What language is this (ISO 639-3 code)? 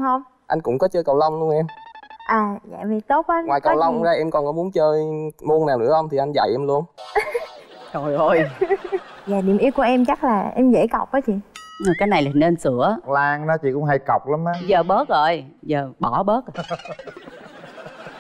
vie